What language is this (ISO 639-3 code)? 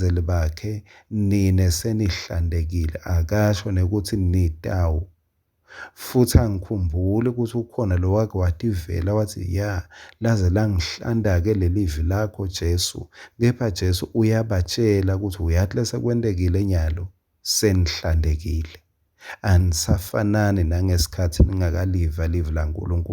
ssw